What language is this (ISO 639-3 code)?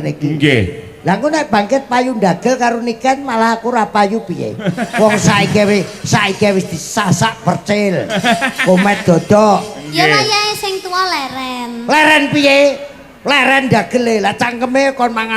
jav